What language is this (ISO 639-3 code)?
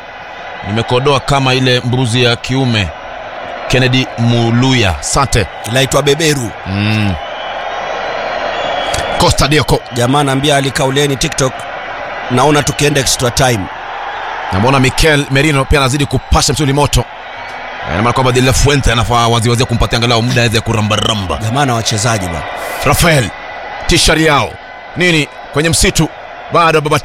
swa